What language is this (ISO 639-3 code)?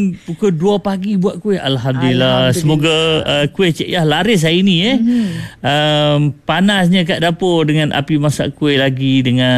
msa